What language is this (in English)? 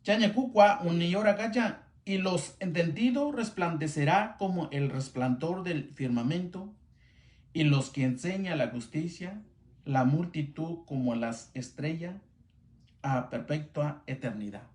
Mixtepec Mixtec